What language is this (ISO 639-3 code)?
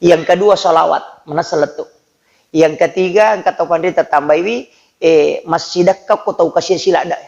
bug